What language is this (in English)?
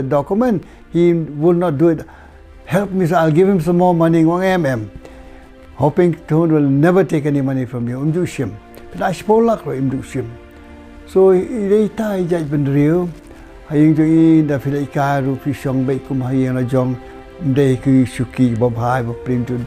Khasi